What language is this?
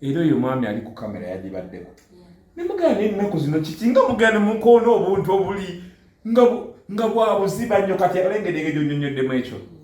Ganda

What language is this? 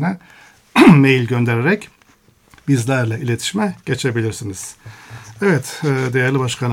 Turkish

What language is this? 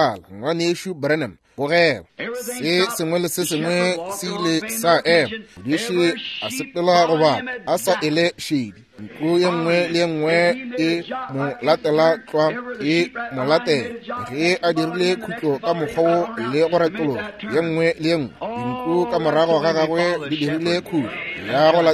Northern Sotho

